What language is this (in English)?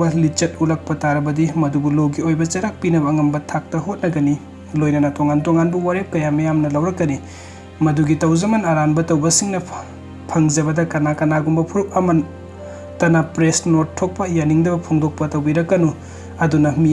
Manipuri